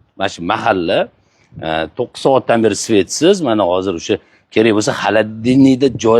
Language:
Uzbek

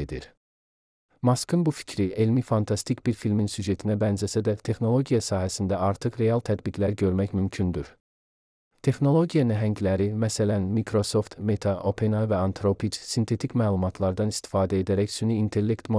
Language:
Azerbaijani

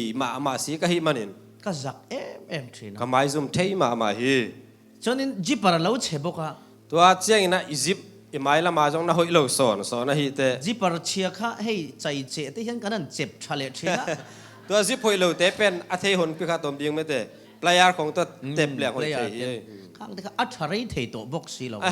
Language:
Tedim Chin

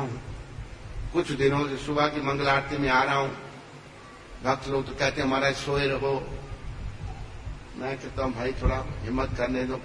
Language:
Hindi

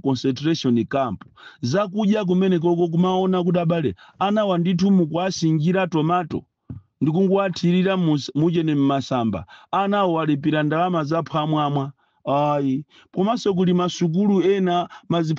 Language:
Nyanja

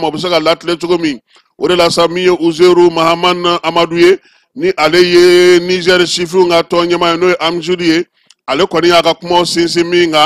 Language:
Bambara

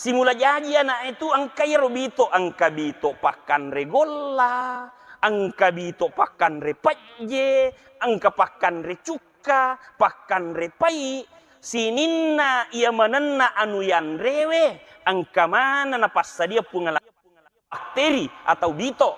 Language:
Buginese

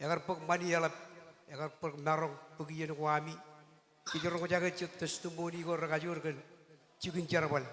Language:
Marshallese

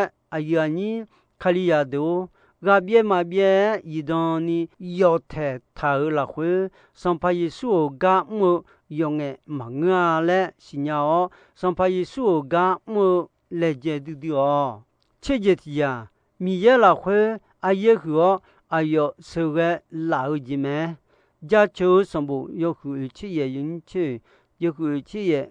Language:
Akha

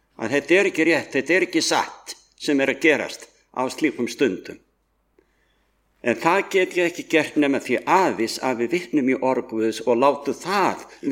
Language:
Icelandic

